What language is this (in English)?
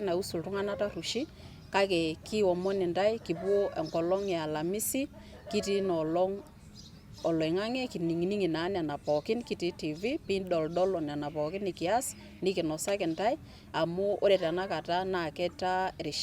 Masai